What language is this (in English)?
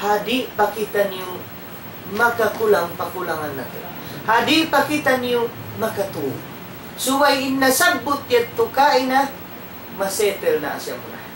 Tausug